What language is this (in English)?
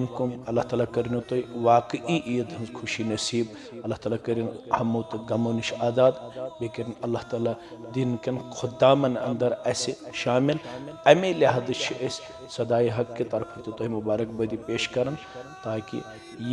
Kashmiri